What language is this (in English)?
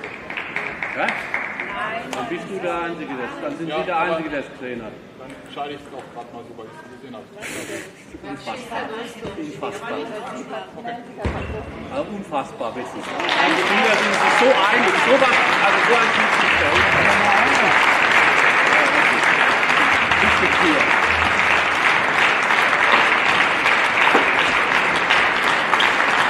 German